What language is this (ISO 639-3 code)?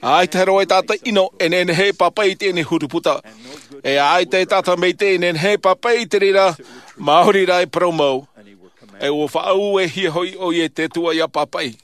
tah